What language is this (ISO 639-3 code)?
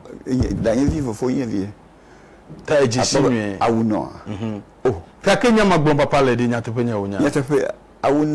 ewe